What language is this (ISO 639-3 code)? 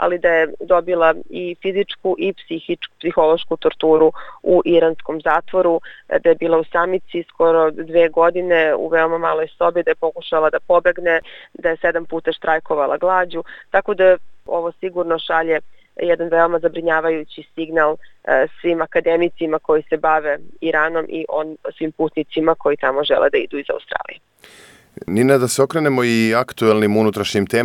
srp